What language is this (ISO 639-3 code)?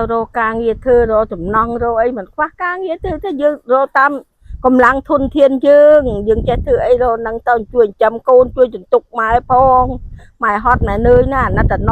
khm